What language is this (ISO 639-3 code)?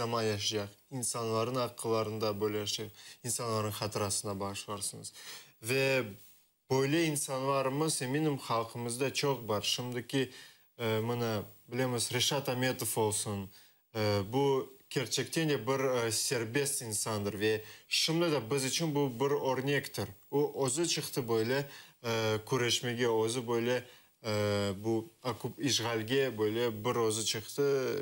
crh